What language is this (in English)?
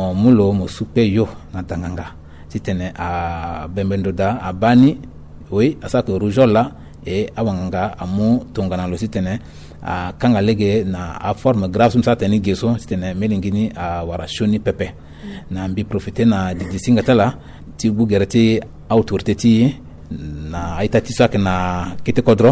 Sango